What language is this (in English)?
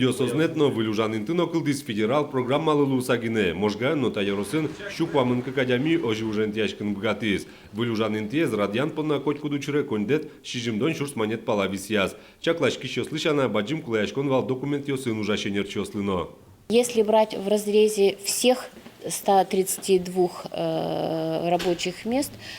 Udmurt